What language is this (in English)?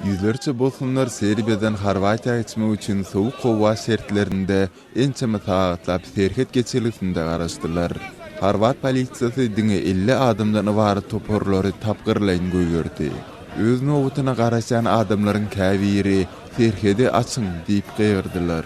Turkmen